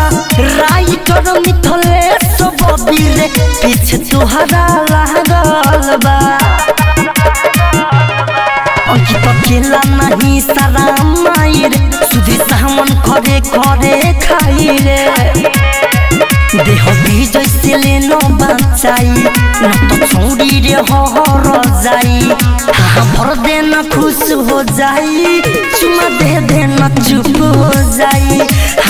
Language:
Bhojpuri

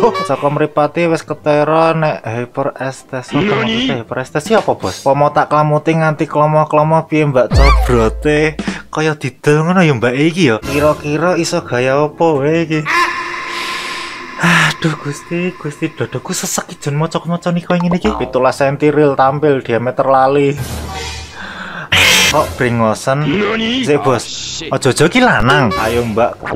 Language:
Javanese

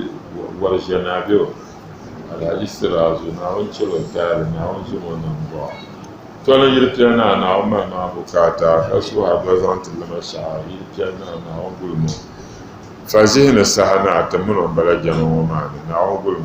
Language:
Dagbani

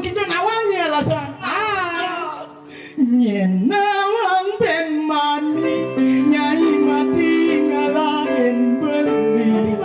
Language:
Balinese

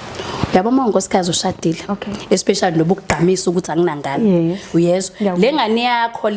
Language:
Zulu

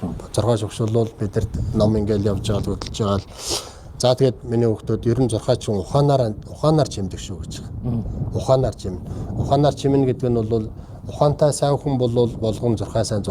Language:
Mongolian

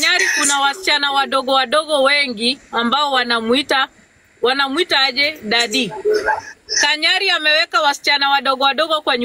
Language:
Swahili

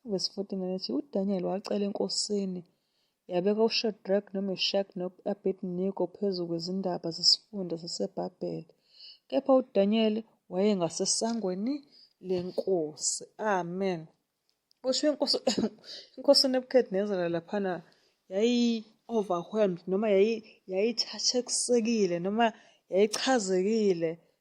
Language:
Zulu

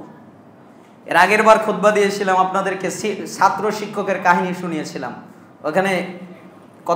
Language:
Bangla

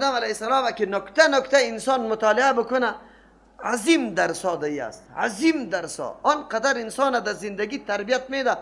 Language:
Persian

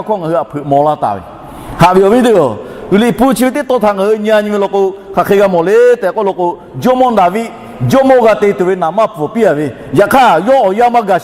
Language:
Lahu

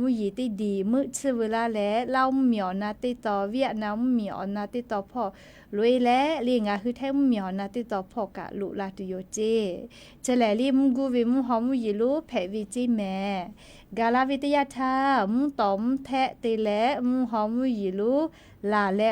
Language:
Lahu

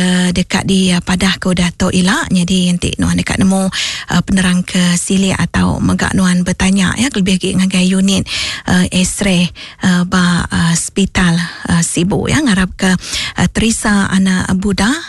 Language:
Iban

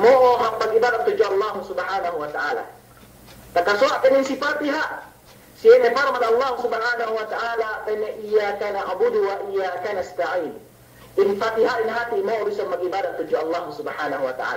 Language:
Yakan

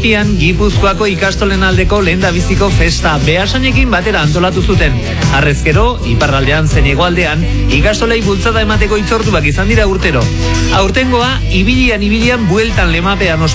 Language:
Basque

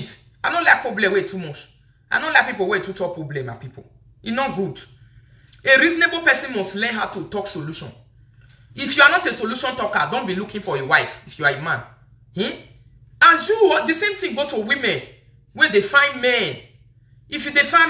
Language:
Nigerian Pidgin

